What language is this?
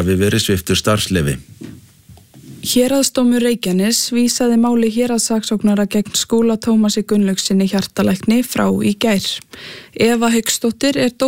Icelandic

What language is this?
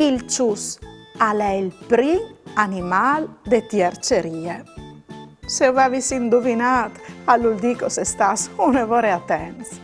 Friulian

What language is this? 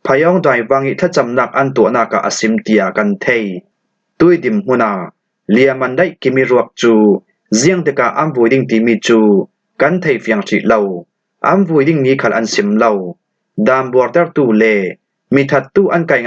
Falam Chin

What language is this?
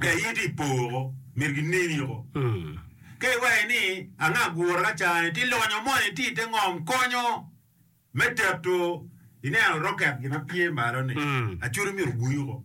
Acoli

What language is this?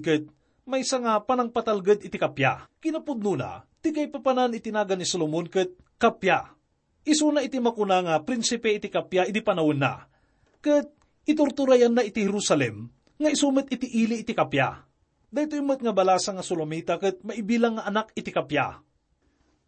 Iloko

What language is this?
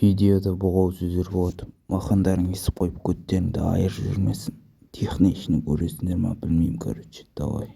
Kazakh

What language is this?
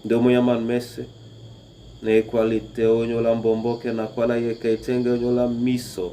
Duala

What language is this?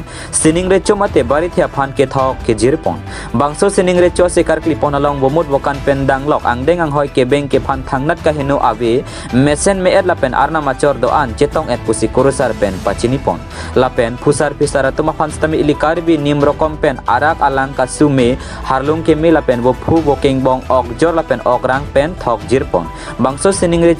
Karbi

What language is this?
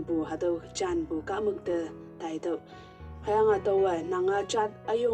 Konyak Naga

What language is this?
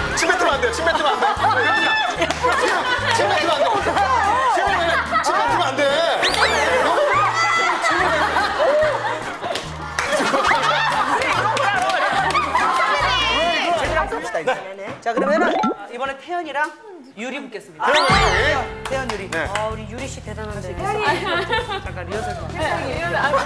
Korean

